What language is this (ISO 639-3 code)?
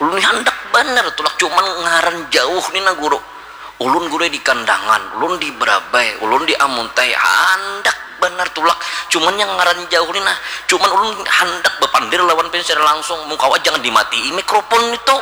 bjn